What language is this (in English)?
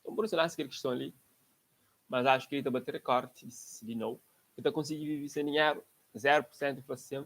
Kabuverdianu